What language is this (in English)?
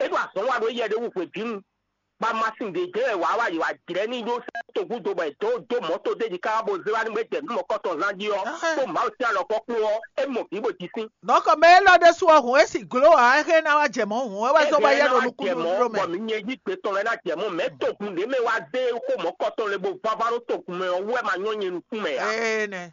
Fon